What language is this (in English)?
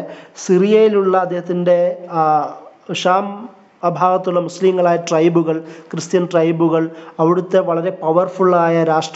Malayalam